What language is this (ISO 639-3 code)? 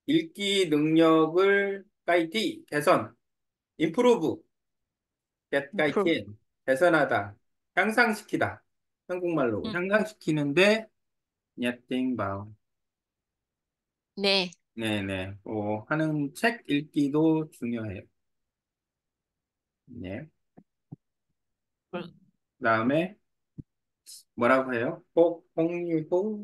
kor